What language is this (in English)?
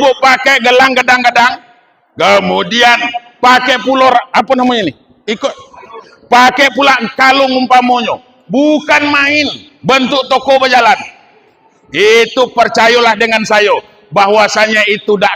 Minangkabau